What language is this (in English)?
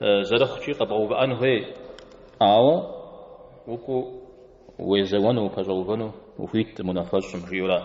Kabardian